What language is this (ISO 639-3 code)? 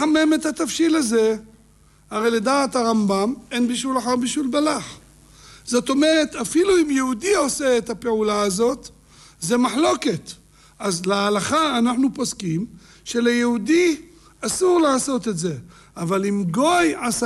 heb